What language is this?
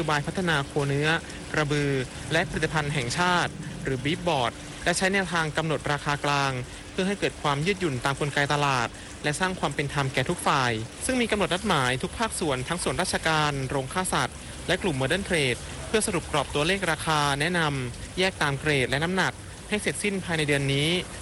Thai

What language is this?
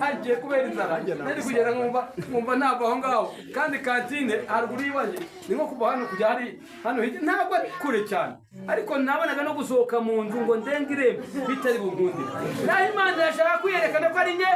Kinyarwanda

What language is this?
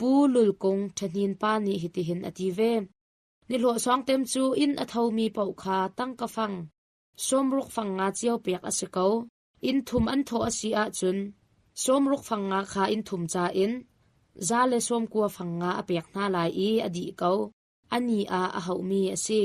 Hakha Chin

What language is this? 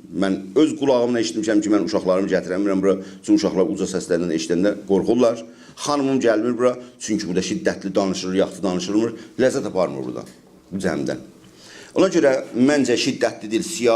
South Azerbaijani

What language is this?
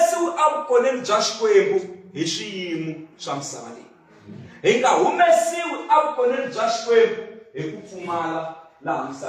Tsonga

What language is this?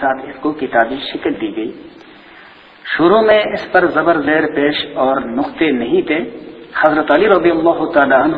Urdu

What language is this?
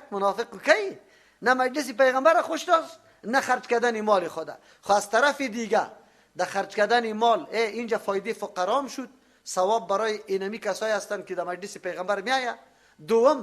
Persian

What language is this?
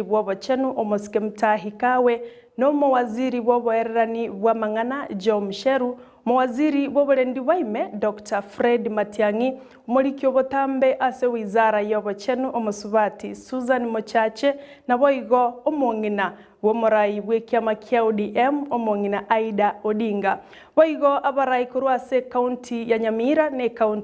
Gusii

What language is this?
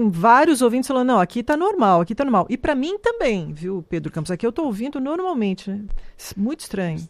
Portuguese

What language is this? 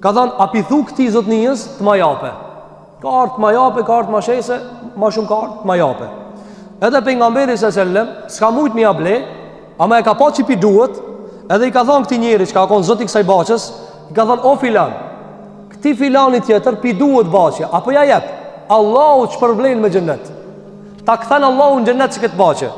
Albanian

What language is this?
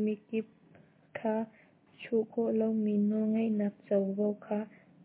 Hakha Chin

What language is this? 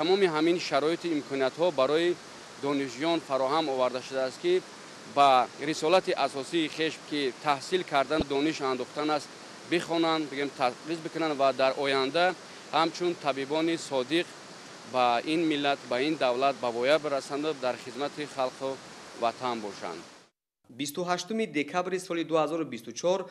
Tajik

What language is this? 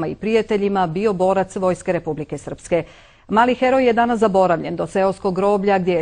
Bosnian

